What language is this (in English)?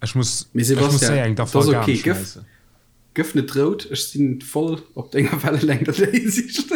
Luxembourgish